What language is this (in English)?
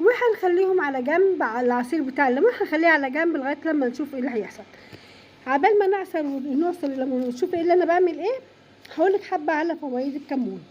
Egyptian Arabic